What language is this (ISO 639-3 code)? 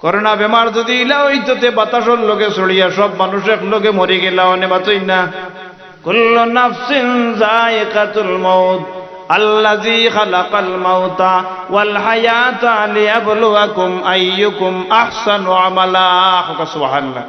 syl